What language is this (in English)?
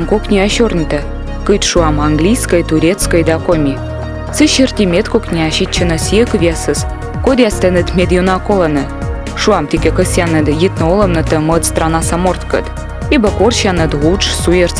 Komi